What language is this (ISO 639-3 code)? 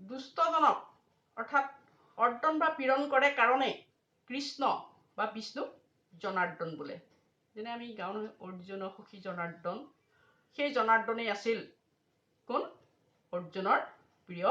asm